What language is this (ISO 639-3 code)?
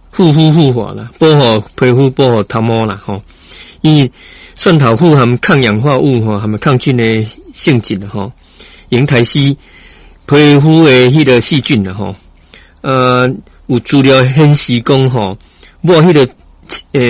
nan